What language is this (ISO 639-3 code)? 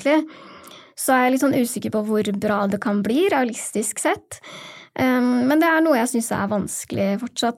nor